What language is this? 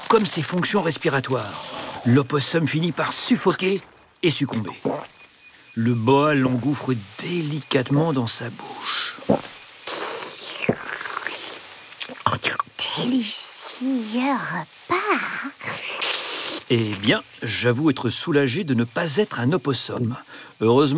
French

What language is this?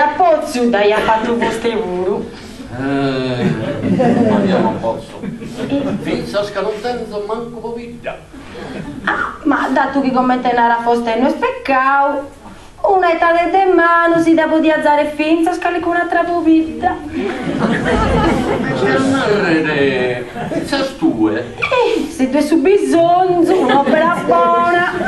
Sardinian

